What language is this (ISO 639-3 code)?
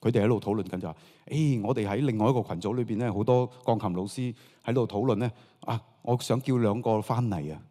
yue